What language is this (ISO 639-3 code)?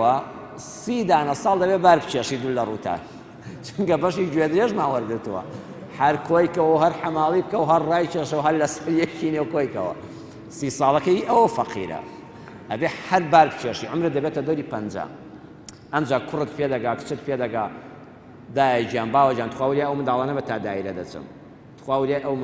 ckb